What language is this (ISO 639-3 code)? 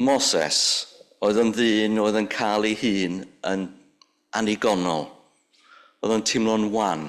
cym